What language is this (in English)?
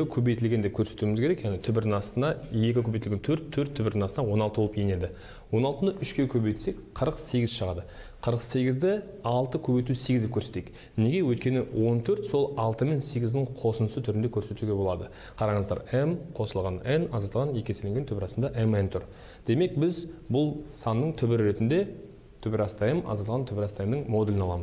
Kazakh